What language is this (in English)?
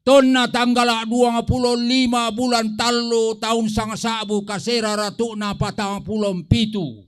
Toraja-Sa'dan